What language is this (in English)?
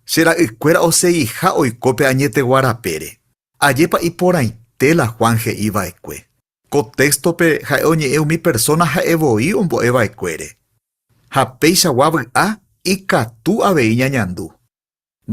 Guarani